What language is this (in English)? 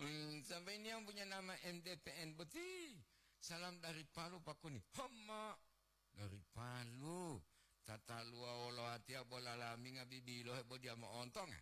Gorontalo